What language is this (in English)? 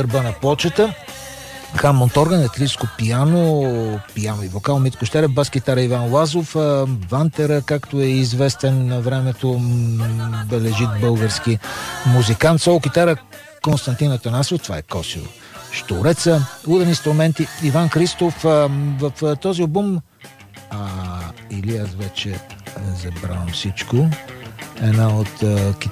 Bulgarian